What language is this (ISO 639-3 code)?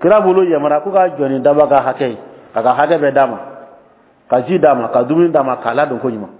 dyu